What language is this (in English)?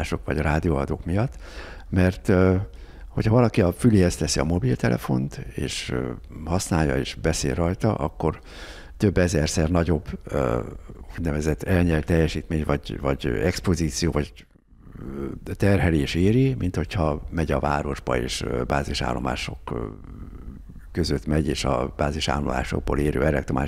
Hungarian